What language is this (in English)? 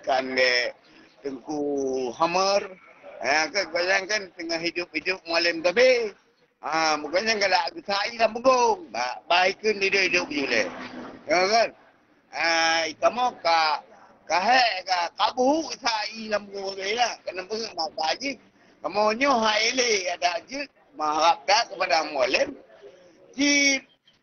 Achinese